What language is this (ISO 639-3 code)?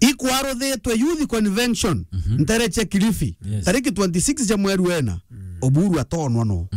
mer